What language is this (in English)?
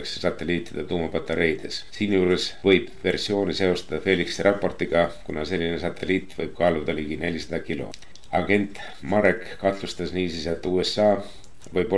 Estonian